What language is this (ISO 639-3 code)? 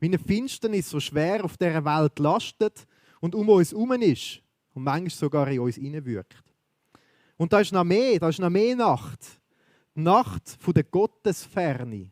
gsw